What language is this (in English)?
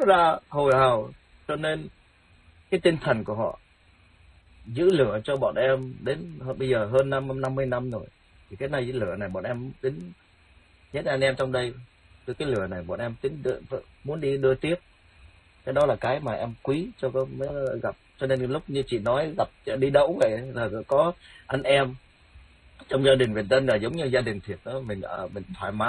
Vietnamese